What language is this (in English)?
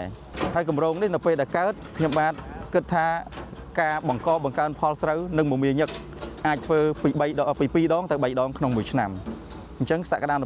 Khmer